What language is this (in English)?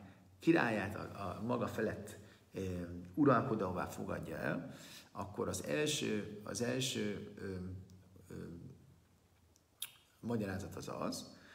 Hungarian